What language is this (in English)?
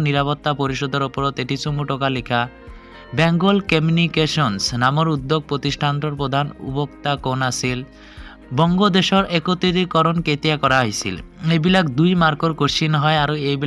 Assamese